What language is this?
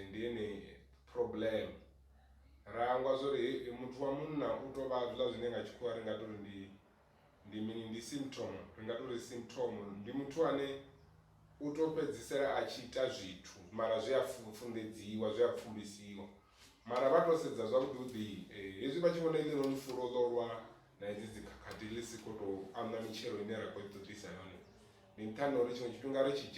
Venda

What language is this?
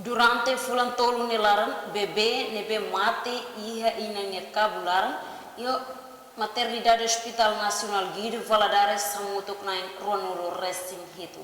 Tetum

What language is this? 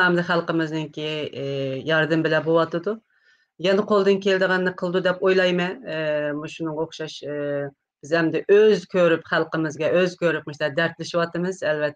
Uyghur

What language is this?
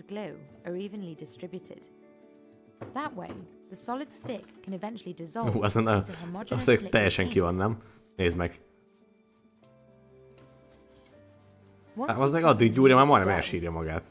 Hungarian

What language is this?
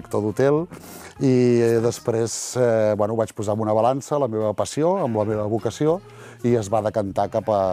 Catalan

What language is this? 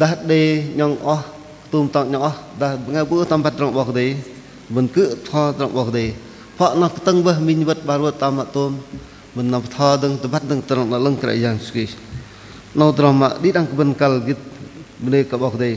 Bahnar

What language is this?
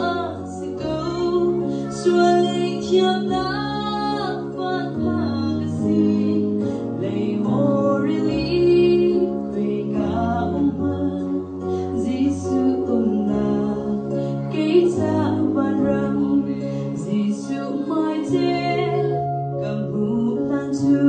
Hakha Chin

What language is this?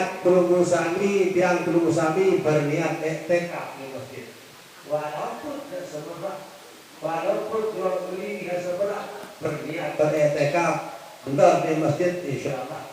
Sasak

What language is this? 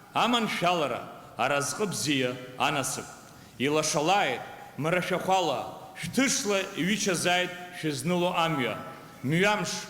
Abkhazian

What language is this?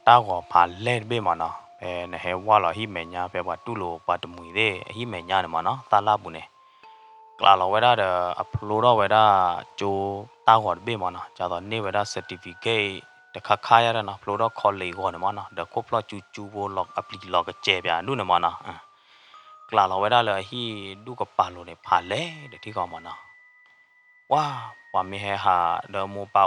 S'gaw Karen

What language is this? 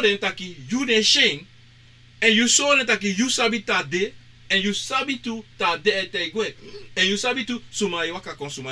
Sranan Tongo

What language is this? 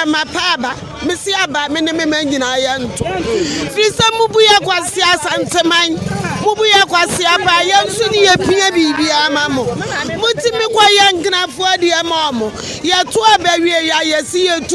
Akan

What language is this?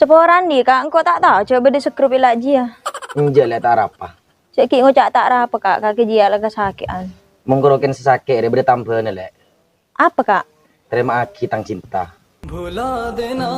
Madurese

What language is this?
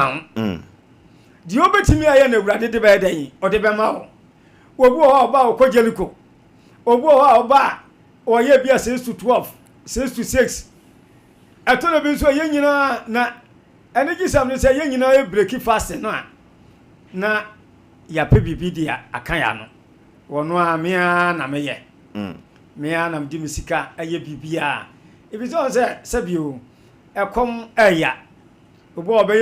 Akan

